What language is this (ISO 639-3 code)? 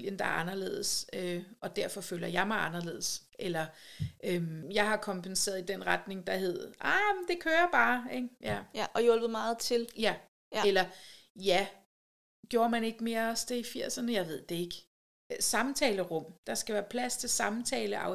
dan